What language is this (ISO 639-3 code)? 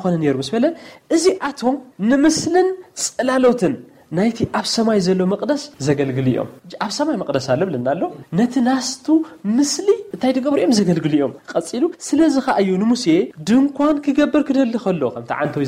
tir